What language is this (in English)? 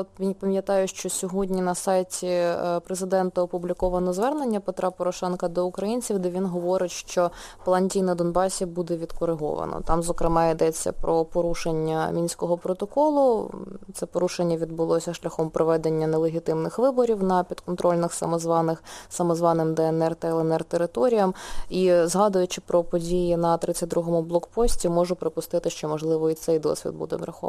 Ukrainian